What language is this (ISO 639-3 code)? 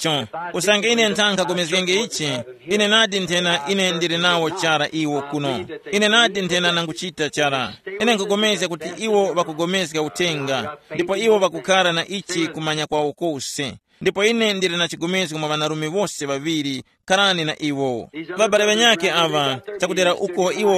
tum